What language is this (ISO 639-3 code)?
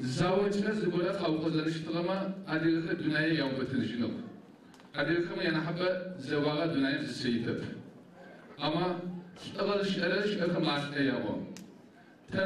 ady